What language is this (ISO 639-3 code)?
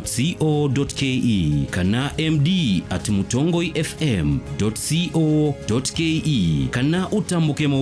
kam